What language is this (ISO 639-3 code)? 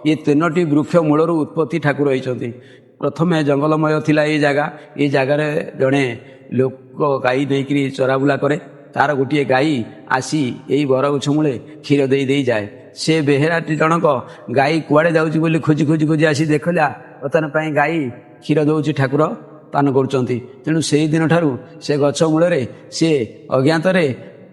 ori